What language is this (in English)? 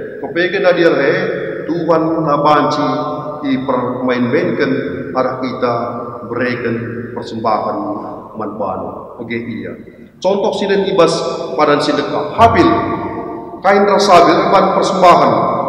Batak Karo